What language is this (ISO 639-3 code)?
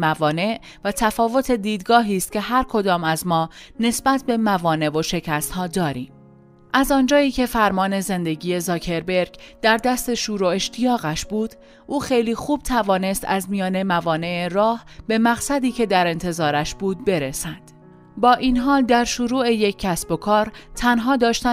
fas